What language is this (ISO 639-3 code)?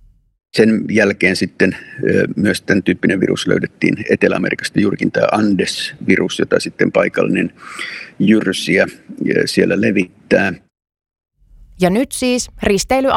fin